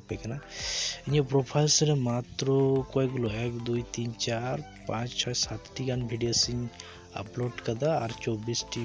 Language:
Santali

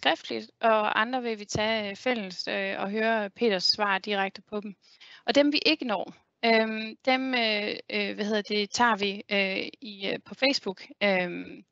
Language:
Danish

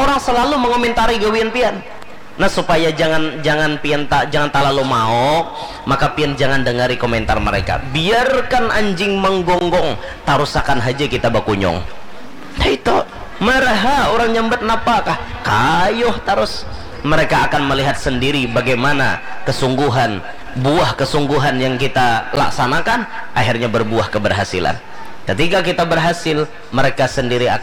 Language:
Banjar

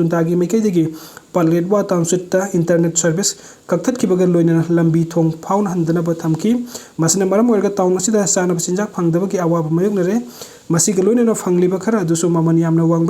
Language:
Manipuri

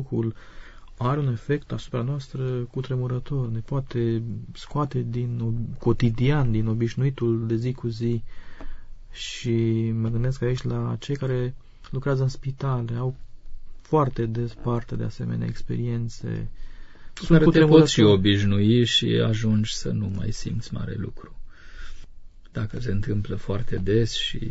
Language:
Romanian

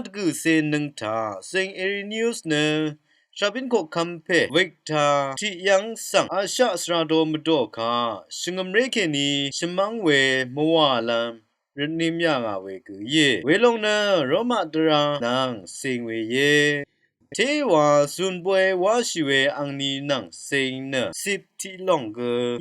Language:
Rawang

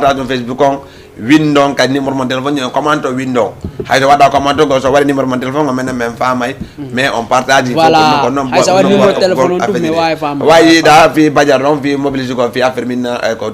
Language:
Fula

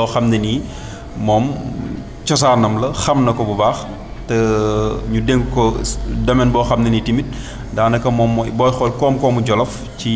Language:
Wolof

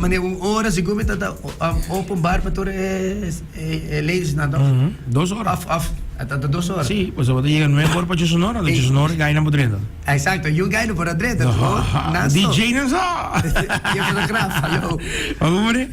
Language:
Papiamento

